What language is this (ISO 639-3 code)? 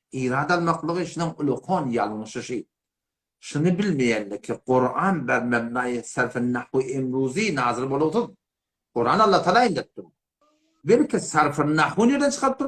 tuk